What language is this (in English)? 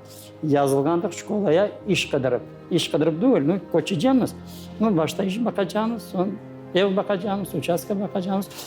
Crimean Tatar